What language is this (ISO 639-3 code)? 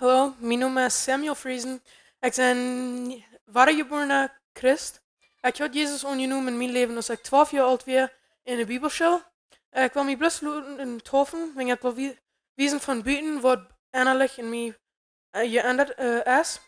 pdt